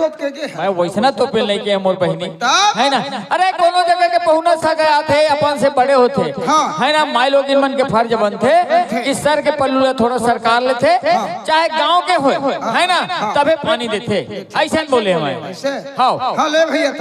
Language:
Chhattisgarhi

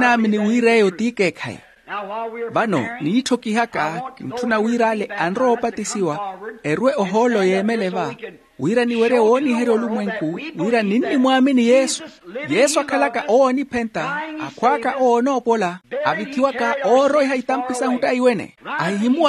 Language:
Makhuwa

